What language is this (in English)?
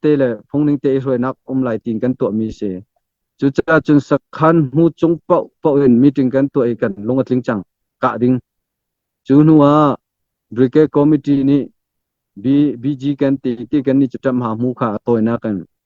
Hakha Chin